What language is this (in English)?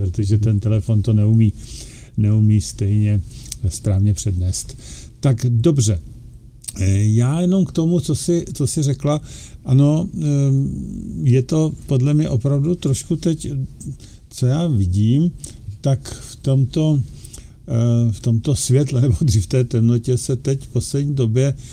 Czech